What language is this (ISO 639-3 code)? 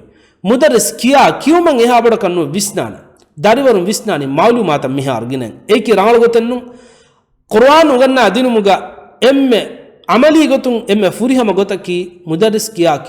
div